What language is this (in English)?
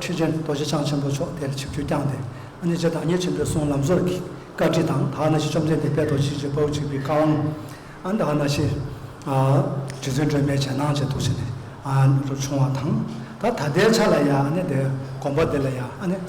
Tibetan